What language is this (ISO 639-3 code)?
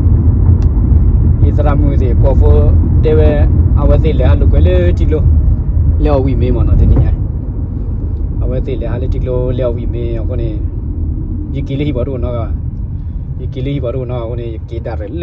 ksw